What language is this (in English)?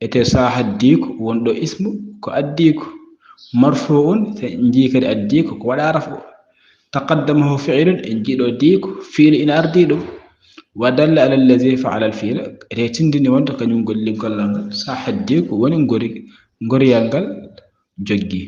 Fula